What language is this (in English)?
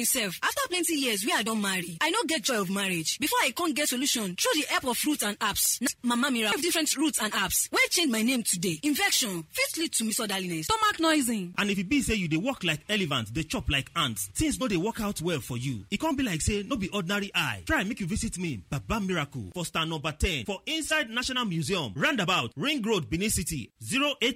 Nigerian Pidgin